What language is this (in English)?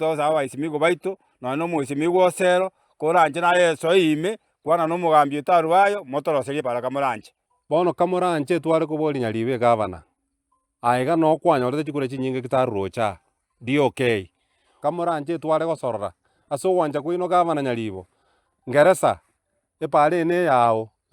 Gusii